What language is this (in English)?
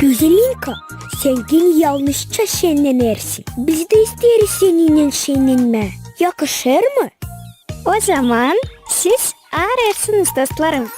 Gagauz